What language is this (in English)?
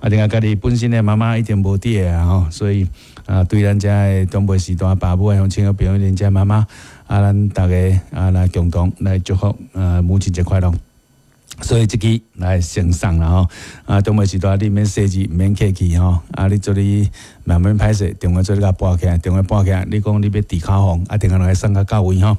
Min Nan Chinese